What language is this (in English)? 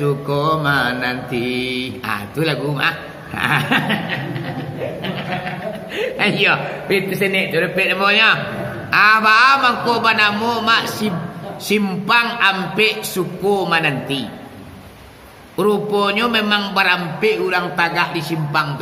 Minangkabau